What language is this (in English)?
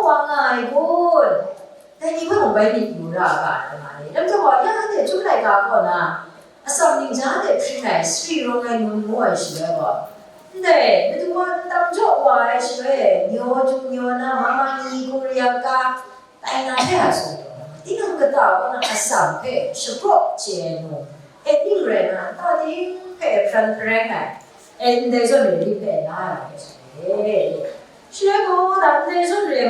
Kachin